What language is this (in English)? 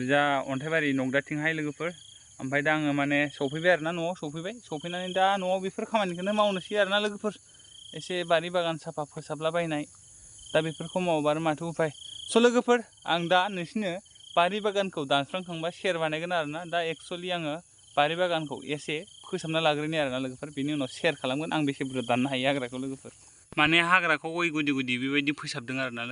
Bodo